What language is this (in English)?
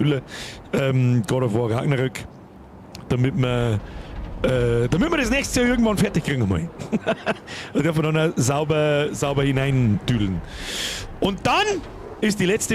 Bavarian